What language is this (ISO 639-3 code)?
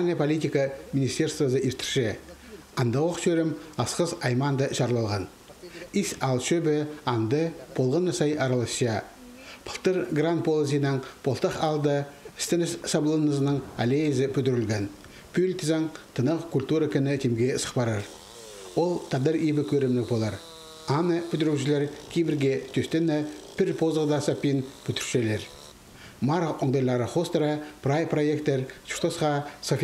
kjh